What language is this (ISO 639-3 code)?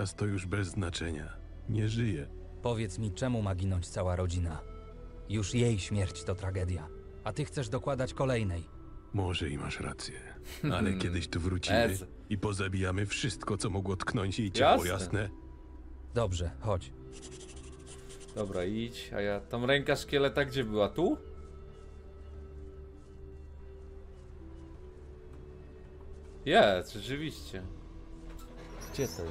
pol